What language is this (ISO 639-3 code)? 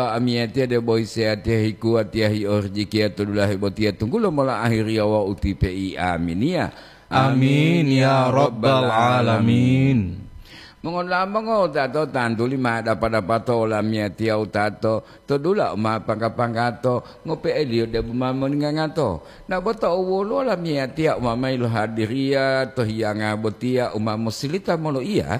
gor